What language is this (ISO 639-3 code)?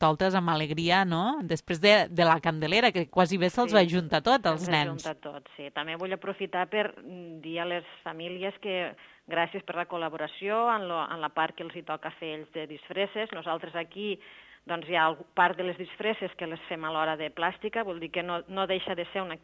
cat